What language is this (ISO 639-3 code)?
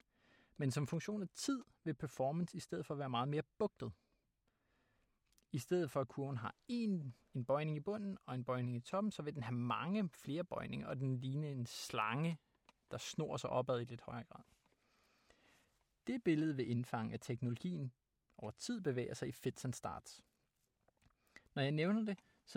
dan